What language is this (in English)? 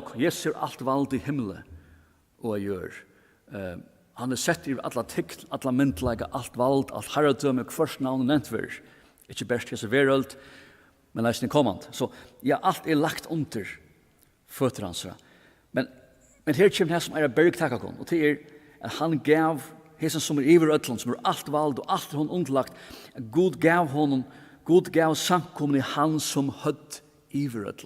Faroese